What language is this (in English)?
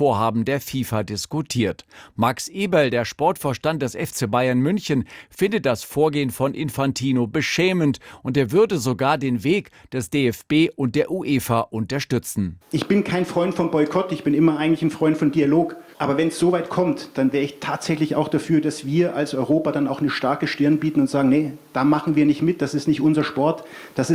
German